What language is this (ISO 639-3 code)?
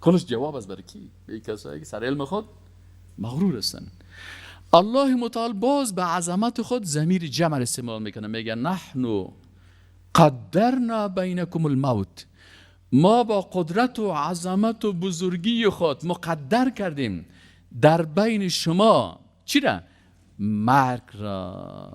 fas